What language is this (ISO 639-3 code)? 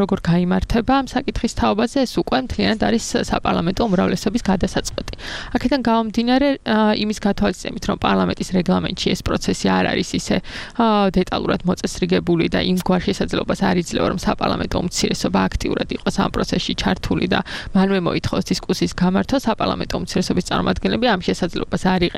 kat